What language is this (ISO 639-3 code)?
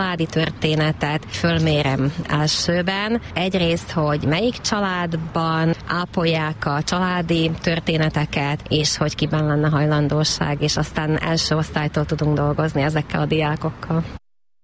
hun